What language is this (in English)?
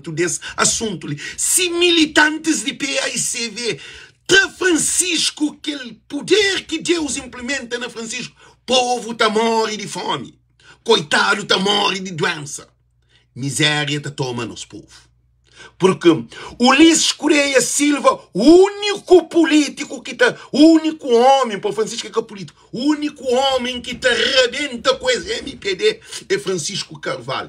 Kabuverdianu